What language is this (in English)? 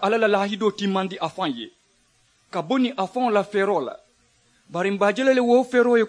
Mandingo